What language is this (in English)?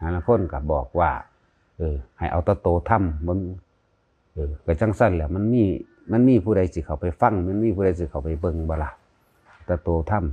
Northeastern Thai